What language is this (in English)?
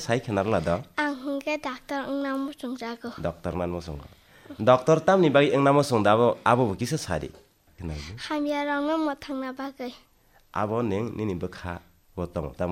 Kok Borok